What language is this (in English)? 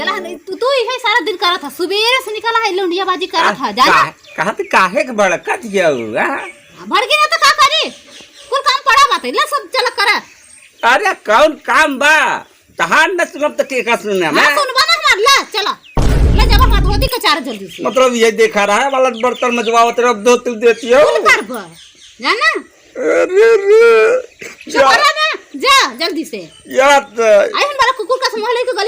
Awadhi